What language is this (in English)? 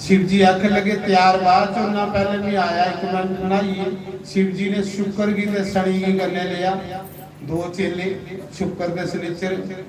Dogri